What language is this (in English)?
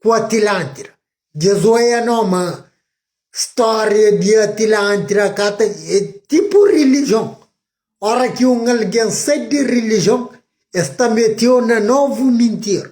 Kabuverdianu